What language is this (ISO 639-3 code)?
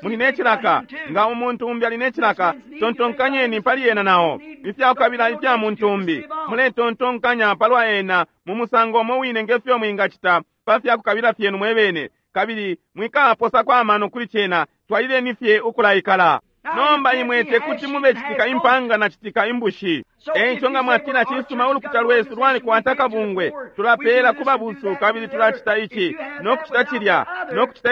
bem